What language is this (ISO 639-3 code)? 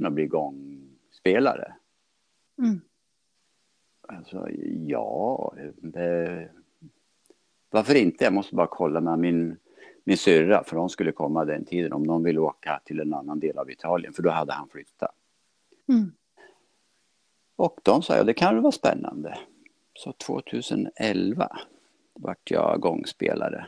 swe